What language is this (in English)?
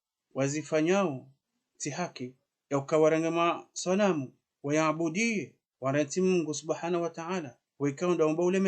Ngazidja Comorian